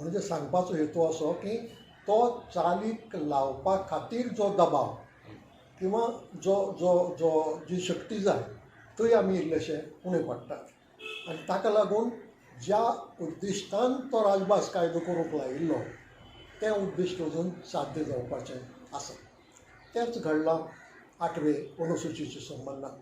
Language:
Konkani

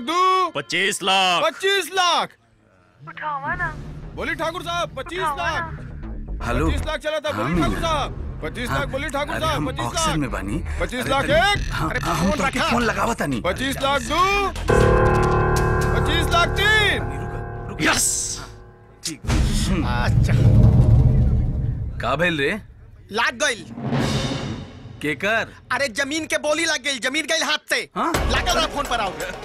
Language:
Bhojpuri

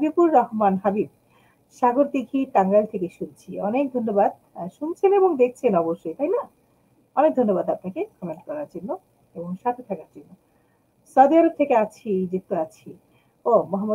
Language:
Bangla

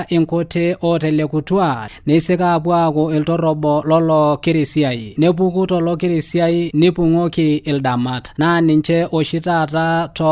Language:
Masai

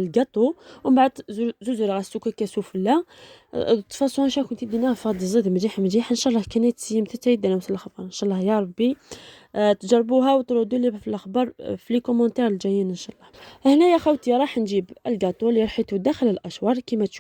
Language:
Algerian Arabic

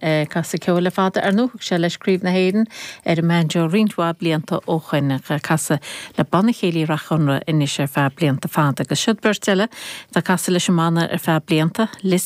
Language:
Irish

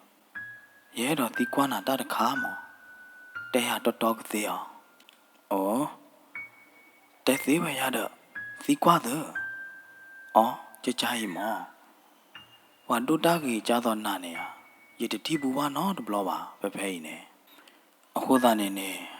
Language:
S'gaw Karen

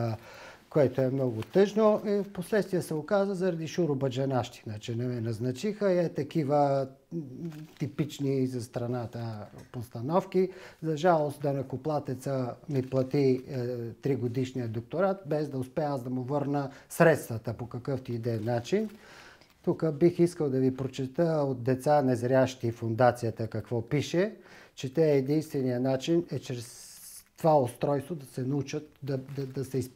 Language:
Bulgarian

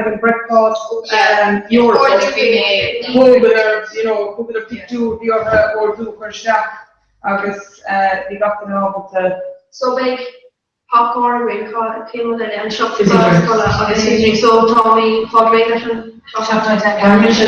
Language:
Irish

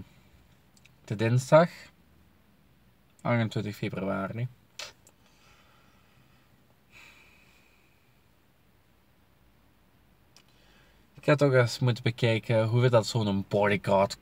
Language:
Dutch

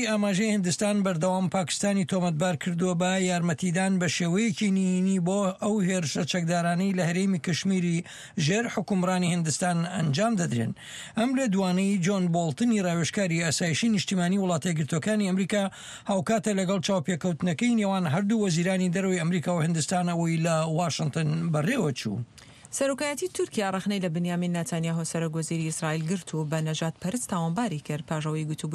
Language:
Central Kurdish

